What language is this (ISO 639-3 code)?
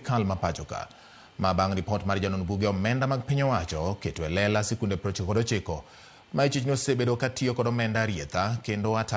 luo